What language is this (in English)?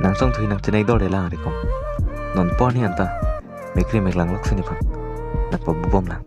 Karbi